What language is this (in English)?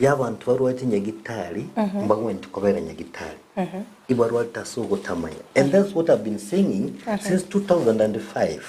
Gusii